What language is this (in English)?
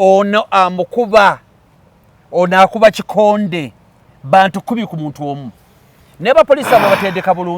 Ganda